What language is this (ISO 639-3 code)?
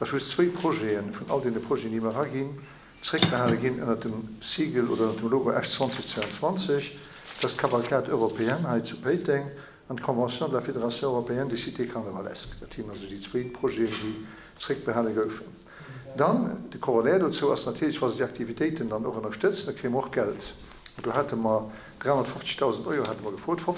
ltz